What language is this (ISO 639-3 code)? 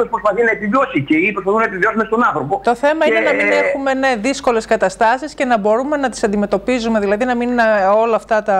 ell